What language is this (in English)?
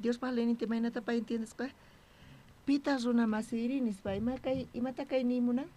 South Bolivian Quechua